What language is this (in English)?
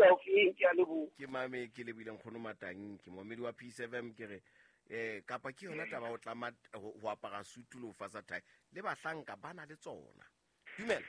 Southern Sotho